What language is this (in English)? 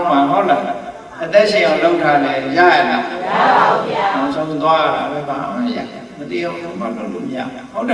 Burmese